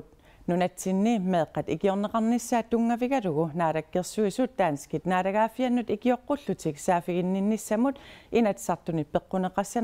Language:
Kalaallisut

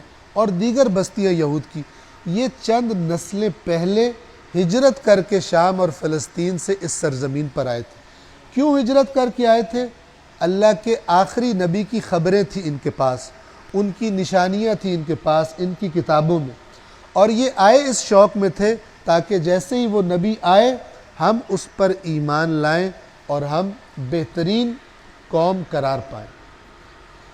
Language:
Urdu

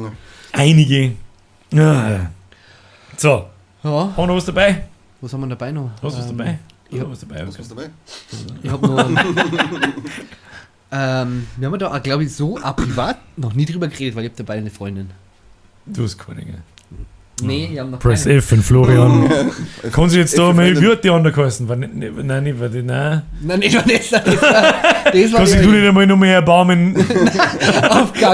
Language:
Bavarian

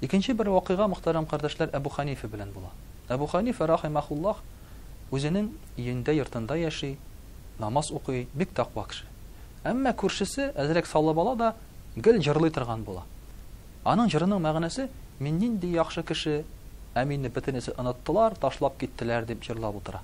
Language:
Tatar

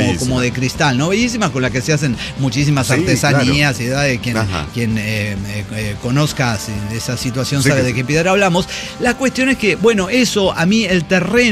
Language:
Spanish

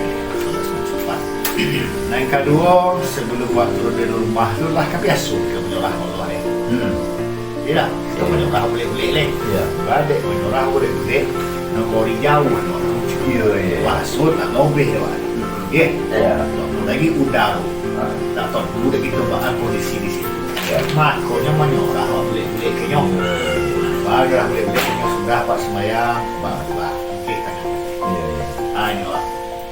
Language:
Minangkabau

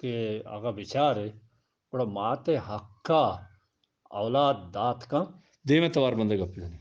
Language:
Eastern Balochi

